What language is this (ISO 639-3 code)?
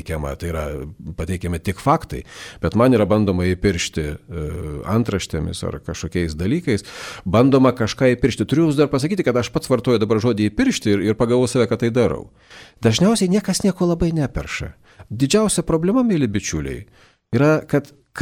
lit